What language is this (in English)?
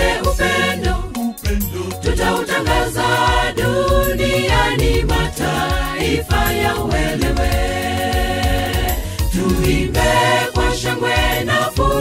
Swahili